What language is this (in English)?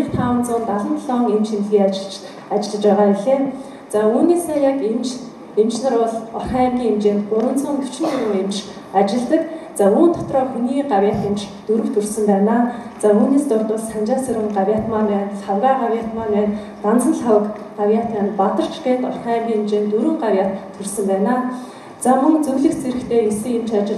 Mongolian